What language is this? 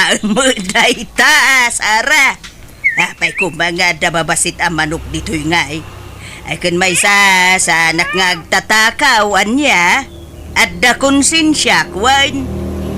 Iloko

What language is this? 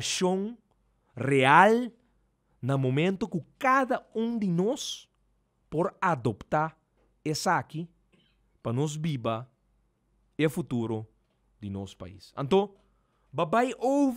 Papiamento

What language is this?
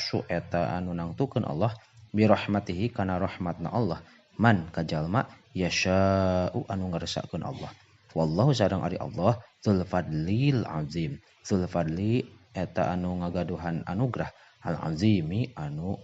Sundanese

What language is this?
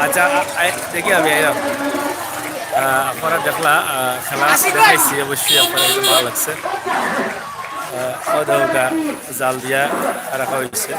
Sylheti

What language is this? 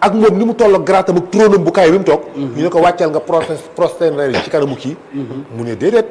Wolof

